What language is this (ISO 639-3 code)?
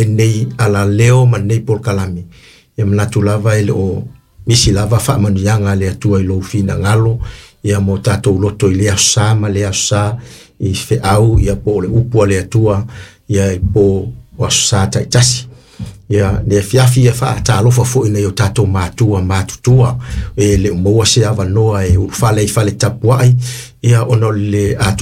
smo